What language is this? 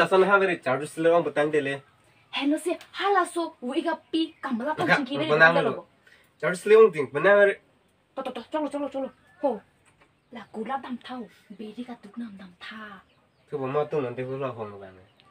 Karbi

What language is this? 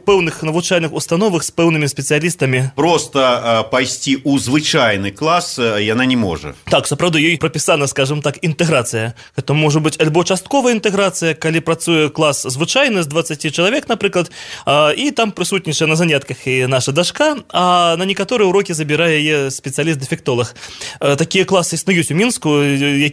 Belarusian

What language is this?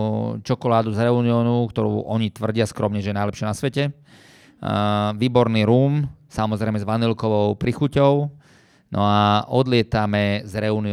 Slovak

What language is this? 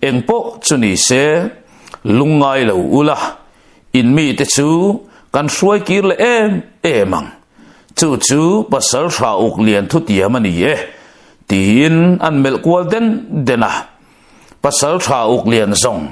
Mizo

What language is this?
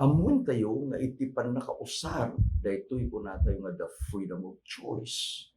Iloko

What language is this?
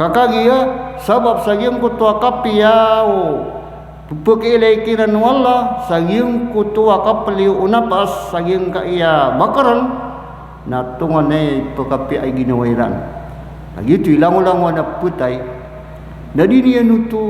Maranao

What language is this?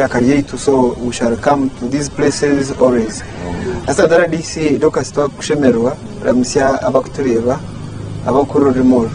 Nyankole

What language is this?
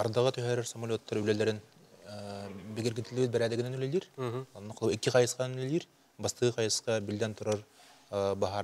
Yakut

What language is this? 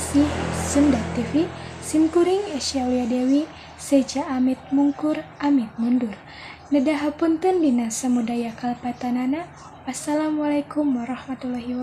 Sundanese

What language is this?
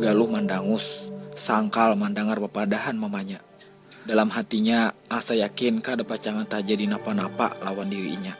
Banjar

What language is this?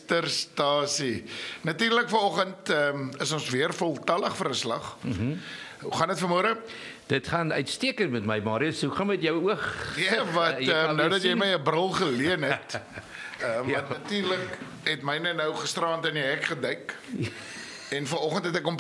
Afrikaans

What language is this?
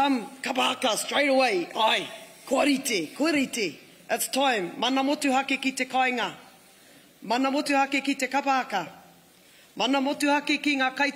Māori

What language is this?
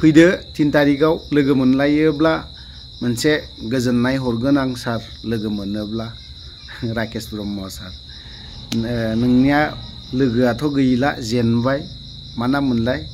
Bodo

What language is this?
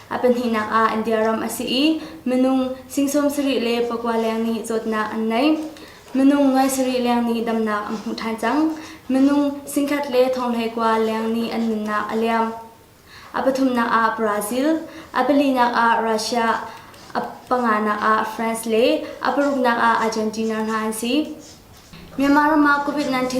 Hakha Chin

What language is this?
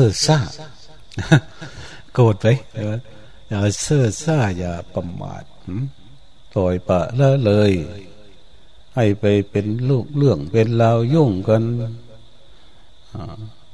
Thai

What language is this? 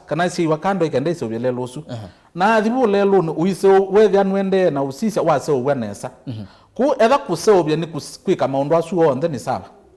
Kamba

